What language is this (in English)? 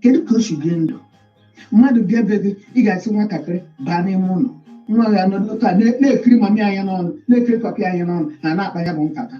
Igbo